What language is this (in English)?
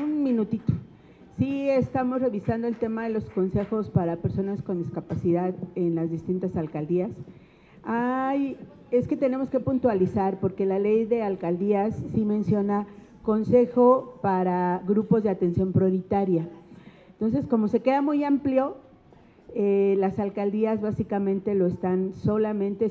Spanish